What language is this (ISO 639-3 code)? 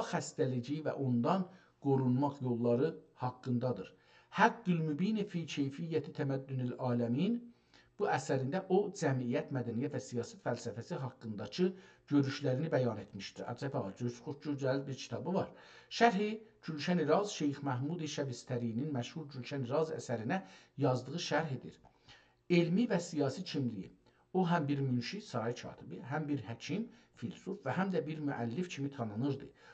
azb